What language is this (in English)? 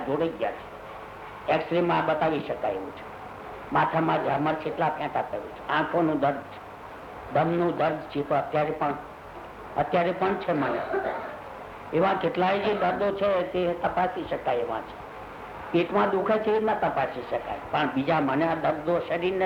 Gujarati